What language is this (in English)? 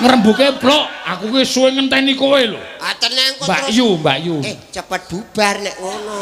Javanese